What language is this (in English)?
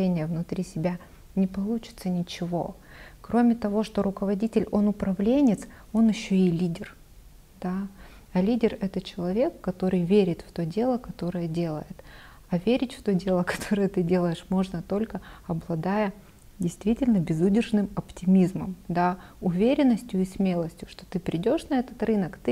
Russian